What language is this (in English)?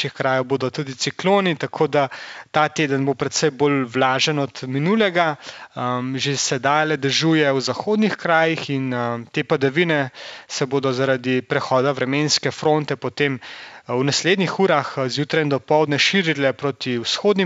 Slovenian